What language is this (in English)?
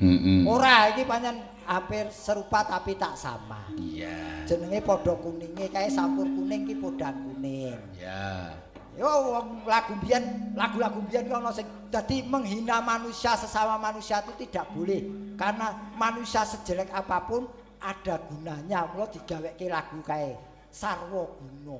Javanese